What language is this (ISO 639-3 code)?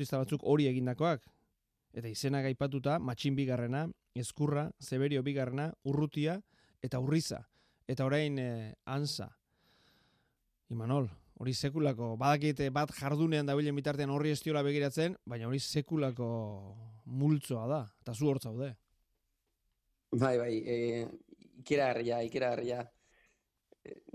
eus